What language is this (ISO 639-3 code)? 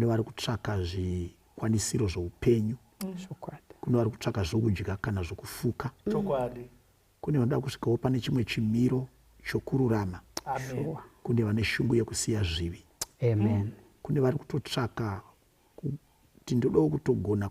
sna